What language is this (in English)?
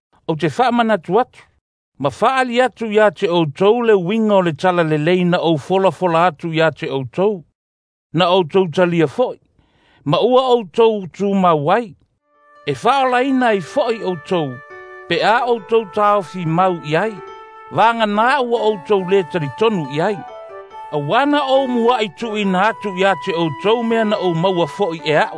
Samoan